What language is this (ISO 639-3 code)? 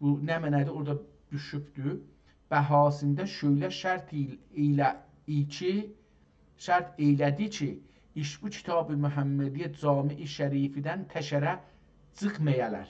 azb